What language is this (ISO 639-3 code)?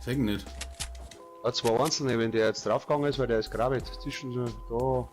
bar